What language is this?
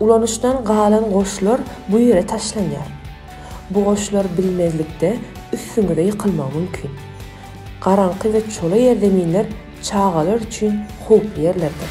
Turkmen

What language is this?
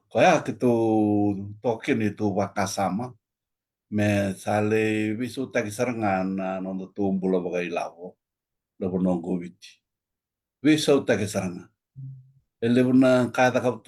Fijian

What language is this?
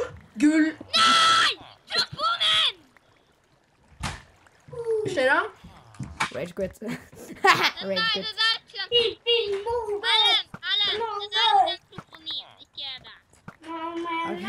Norwegian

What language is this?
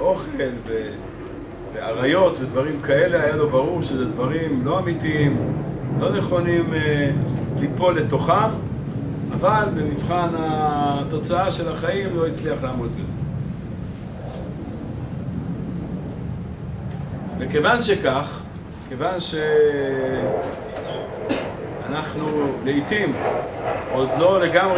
Hebrew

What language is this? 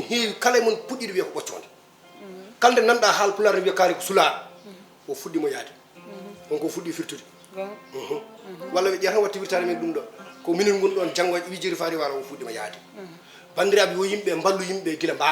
Fula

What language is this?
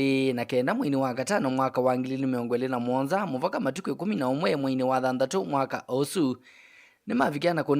Kamba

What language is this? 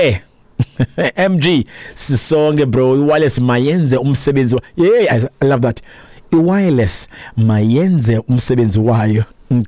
Xhosa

